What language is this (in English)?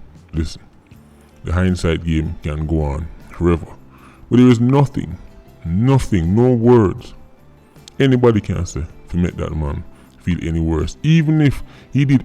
Jamaican Creole English